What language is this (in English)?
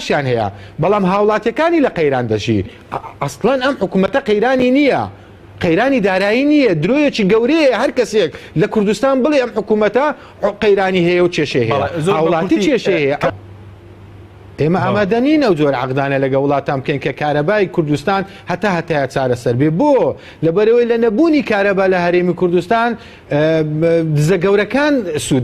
Central Kurdish